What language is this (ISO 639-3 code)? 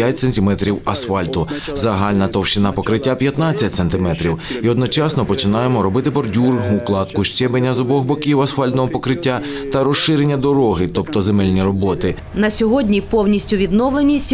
ukr